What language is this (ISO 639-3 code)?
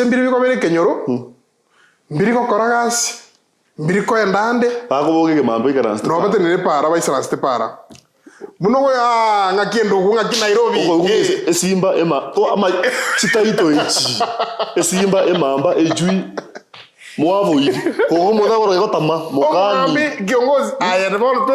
guz